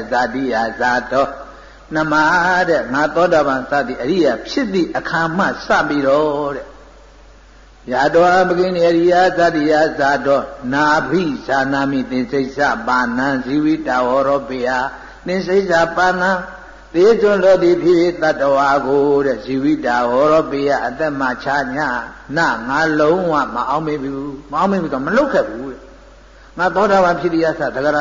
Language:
Burmese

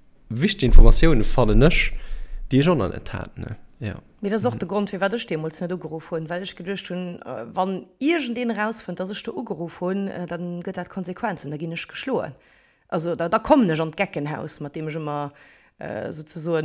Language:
Luxembourgish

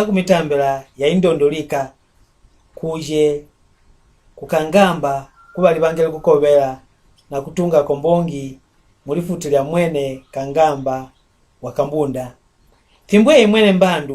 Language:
Mbunda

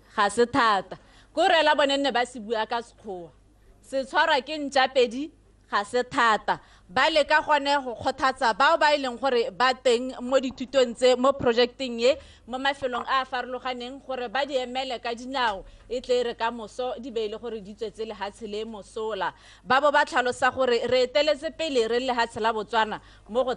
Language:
Tswana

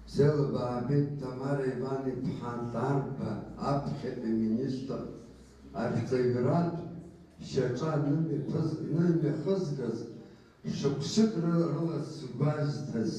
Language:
Abkhazian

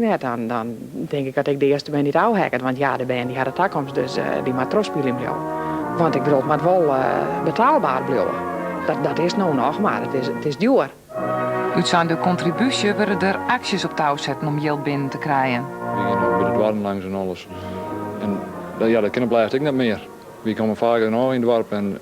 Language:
Western Frisian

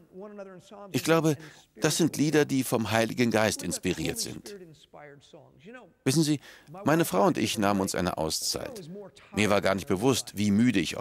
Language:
German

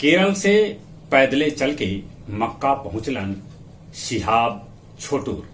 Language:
Magahi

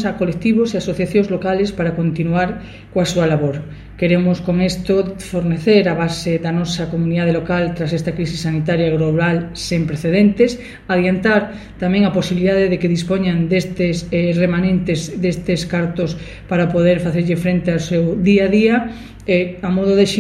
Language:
Galician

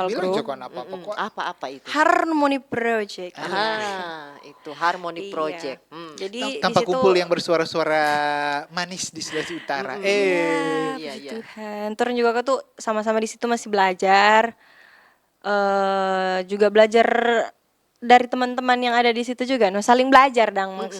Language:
Manado Malay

